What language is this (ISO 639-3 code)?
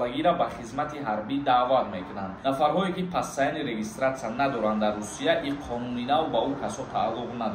tgk